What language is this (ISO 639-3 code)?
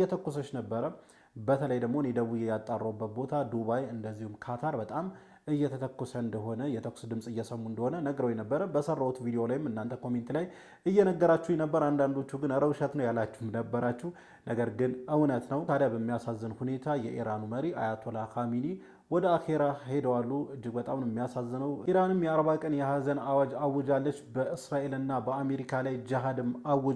amh